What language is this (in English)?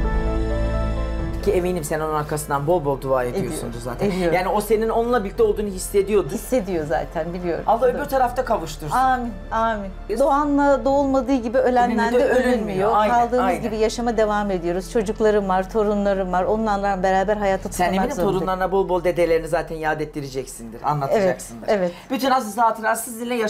Turkish